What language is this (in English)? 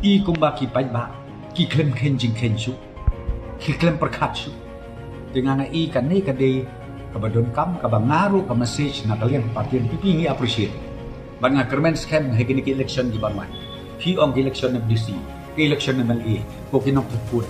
Khasi